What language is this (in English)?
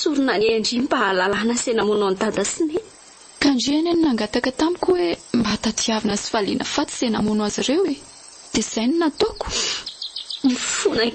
Malagasy